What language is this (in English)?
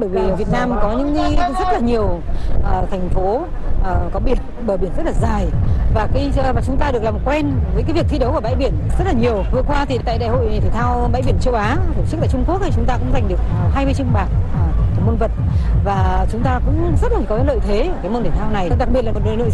Vietnamese